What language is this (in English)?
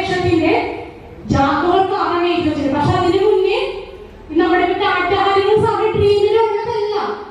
Malayalam